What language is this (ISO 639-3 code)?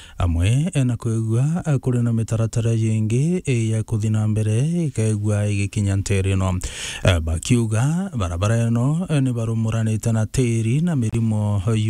mer